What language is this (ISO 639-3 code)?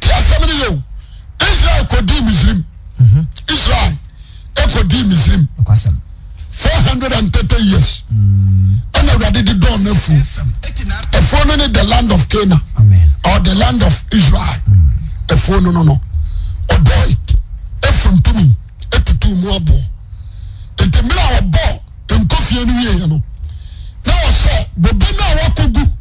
aka